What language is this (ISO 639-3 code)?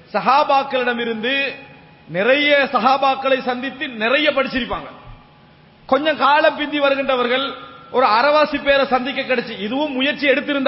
tam